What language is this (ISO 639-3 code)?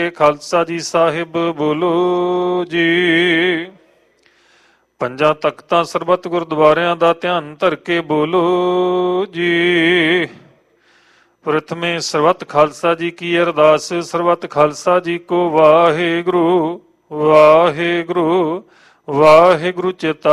pan